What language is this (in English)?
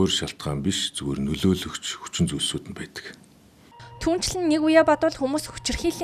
Mongolian